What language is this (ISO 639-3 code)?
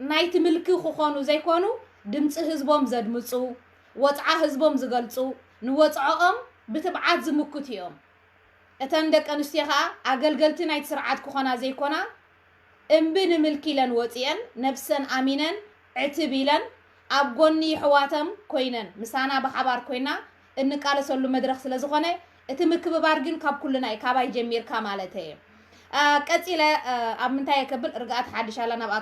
tir